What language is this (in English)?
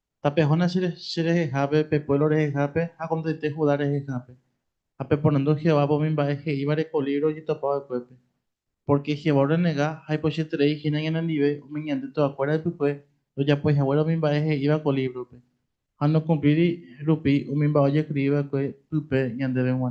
Guarani